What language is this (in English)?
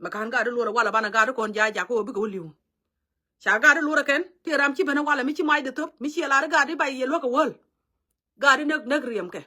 Nuer